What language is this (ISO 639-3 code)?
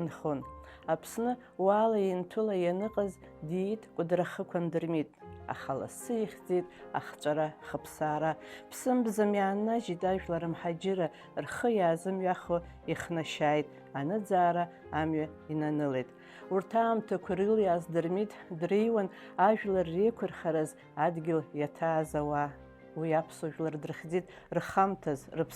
abk